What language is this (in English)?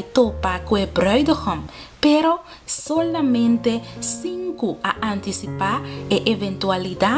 Papiamento